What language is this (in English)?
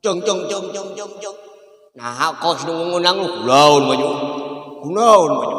Sundanese